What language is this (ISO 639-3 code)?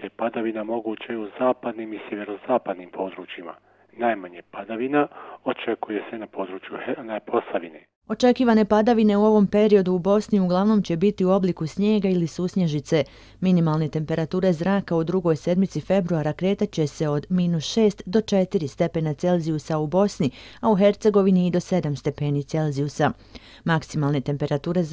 bos